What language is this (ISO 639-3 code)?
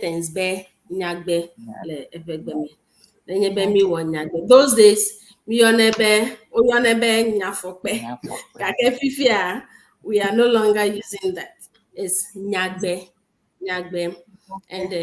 ewe